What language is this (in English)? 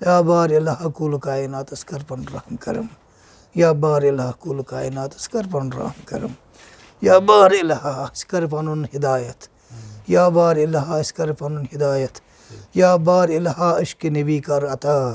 Kashmiri